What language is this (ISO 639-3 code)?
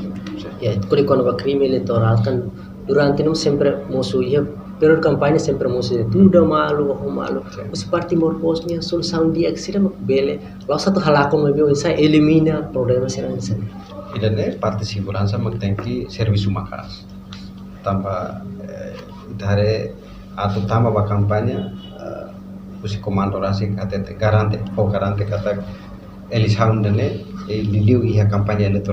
tet